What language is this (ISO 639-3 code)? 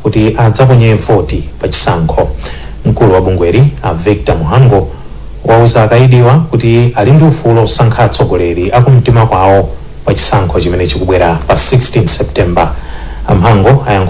nya